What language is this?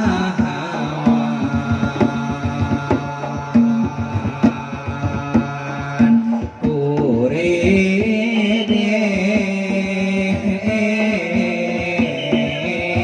Banjar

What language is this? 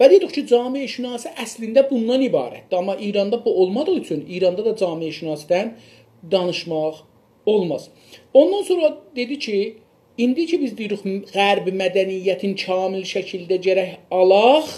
South Azerbaijani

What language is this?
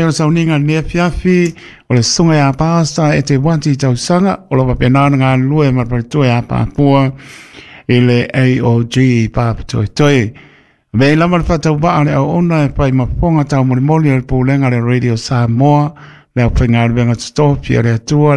Samoan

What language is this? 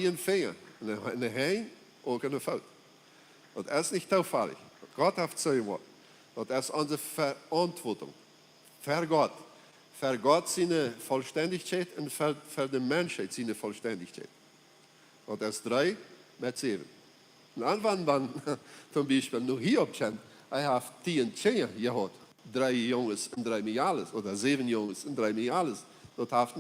Plautdietsch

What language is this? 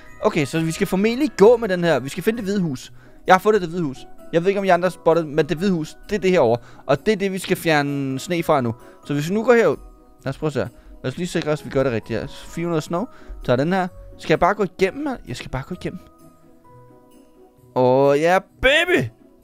Danish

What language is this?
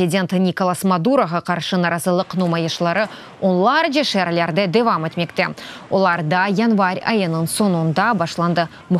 Crimean Tatar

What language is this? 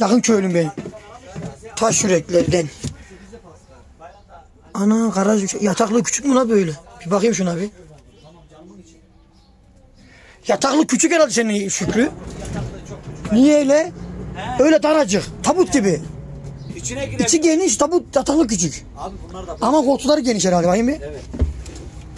Turkish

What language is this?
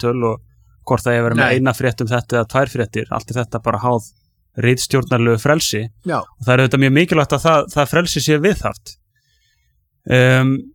Icelandic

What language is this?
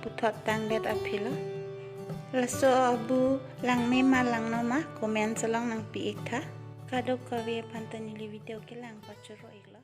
Karbi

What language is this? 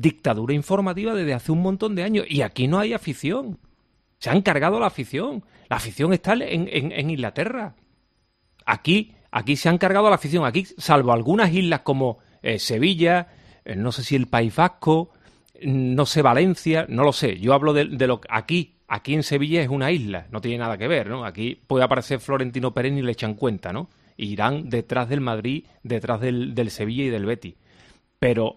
Spanish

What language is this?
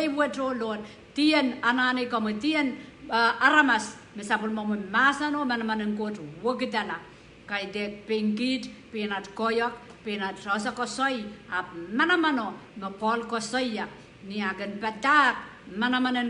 Pohnpeian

